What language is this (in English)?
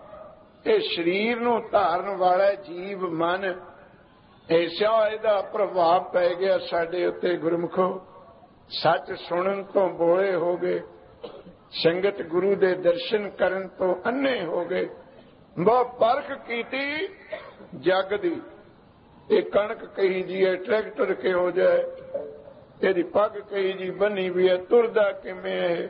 Punjabi